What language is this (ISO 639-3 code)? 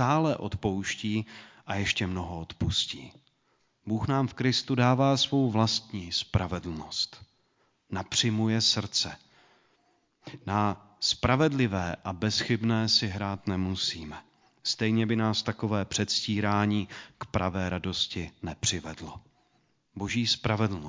ces